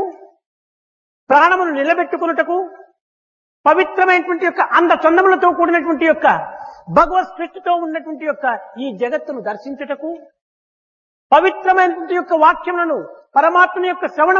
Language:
Telugu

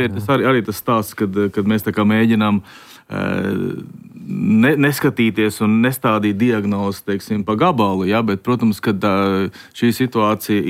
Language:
Latvian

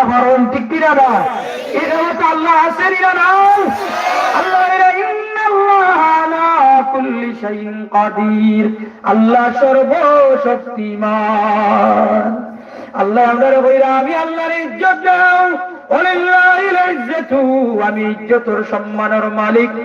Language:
Sylheti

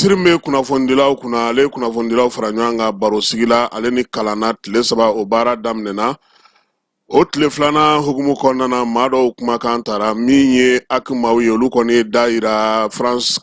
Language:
Bambara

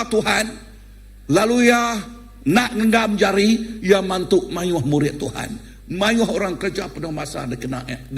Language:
Iban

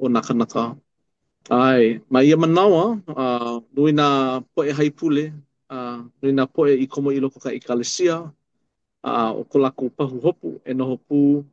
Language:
Hawaiian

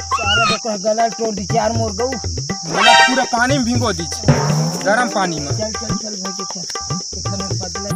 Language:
Chhattisgarhi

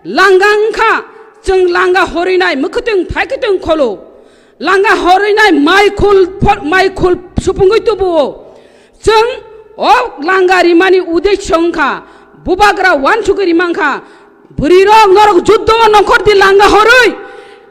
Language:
Kok Borok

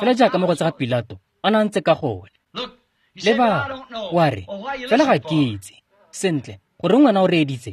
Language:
Tswana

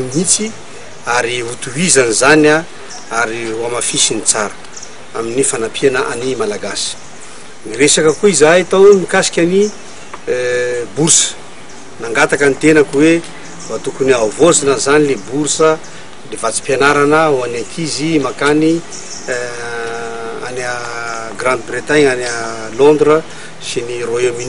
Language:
Malagasy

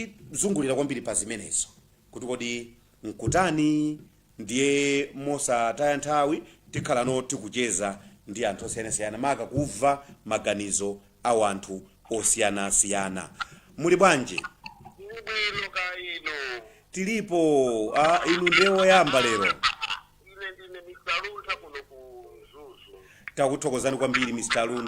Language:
Nyanja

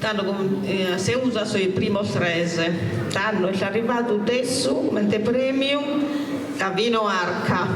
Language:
Sardinian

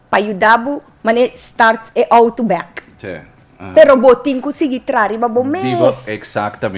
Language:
Papiamento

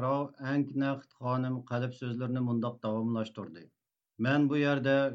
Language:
Uyghur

